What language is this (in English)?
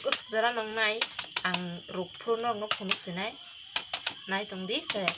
Kok Borok